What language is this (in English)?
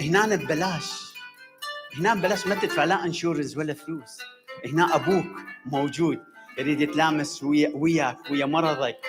Mesopotamian Arabic